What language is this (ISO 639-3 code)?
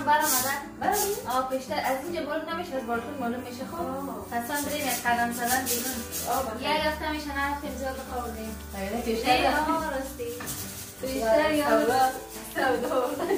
fas